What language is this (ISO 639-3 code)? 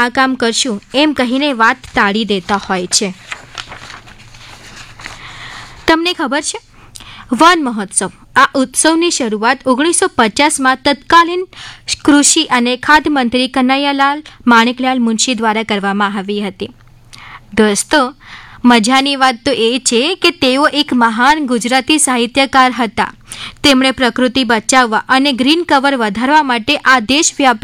guj